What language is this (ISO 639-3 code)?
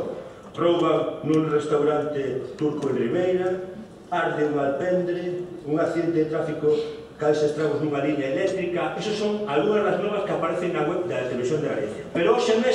glg